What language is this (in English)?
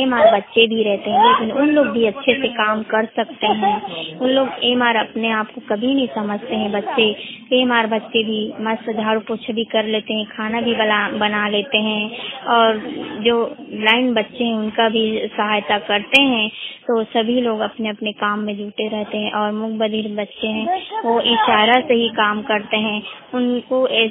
Hindi